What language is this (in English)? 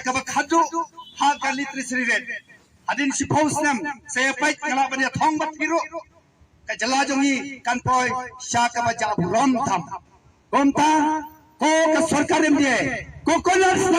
Khasi